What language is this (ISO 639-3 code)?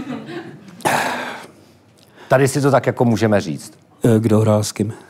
ces